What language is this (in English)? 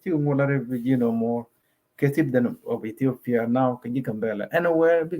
Nuer